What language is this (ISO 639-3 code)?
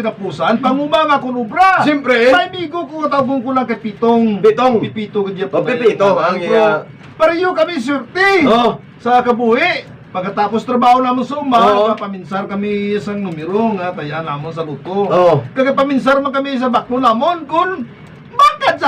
hil